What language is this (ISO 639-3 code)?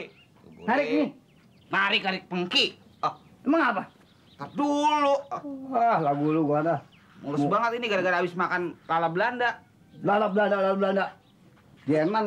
bew